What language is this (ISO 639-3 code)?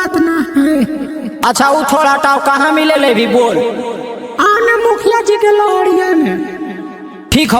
mag